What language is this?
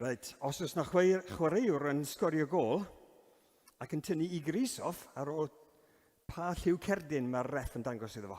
Welsh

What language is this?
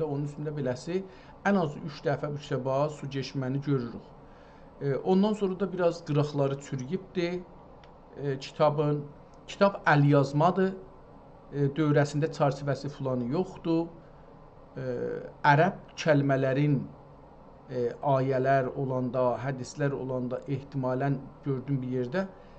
South Azerbaijani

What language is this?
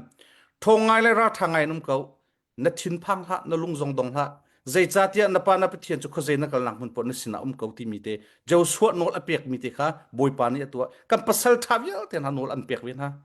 Hakha Chin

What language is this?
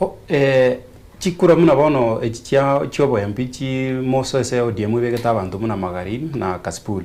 Gusii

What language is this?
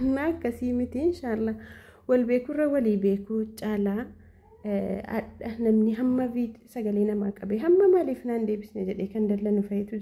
Oromo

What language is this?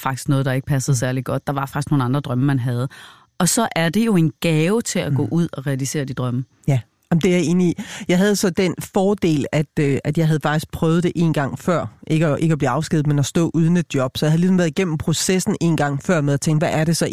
Danish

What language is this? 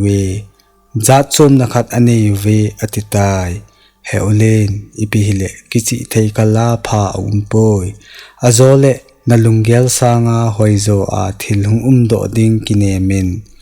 Thado Chin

